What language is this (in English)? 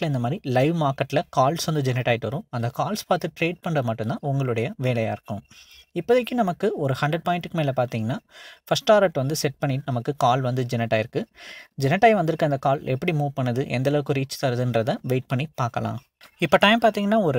Tamil